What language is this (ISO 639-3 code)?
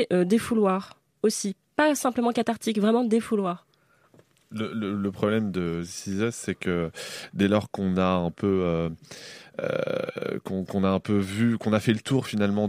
fra